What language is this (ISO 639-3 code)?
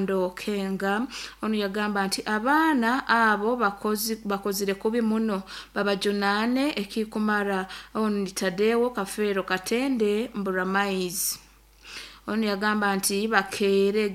nyo